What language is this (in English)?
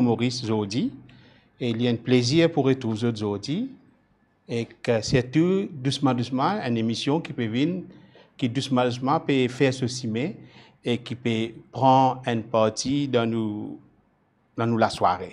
Morisyen